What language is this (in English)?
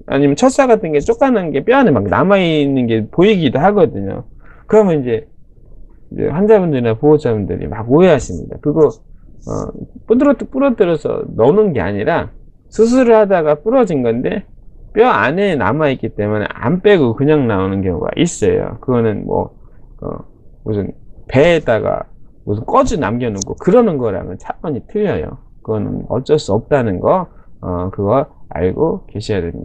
Korean